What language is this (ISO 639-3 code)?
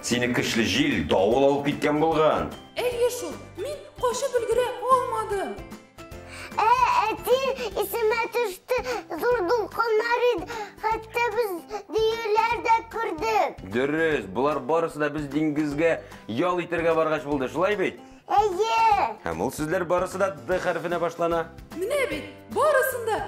tat